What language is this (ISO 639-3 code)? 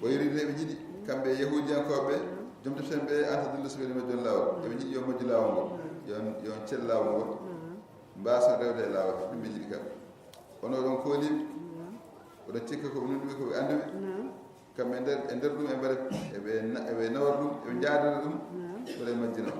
ful